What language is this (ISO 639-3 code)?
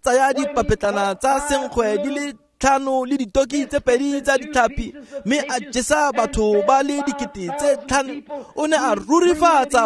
tsn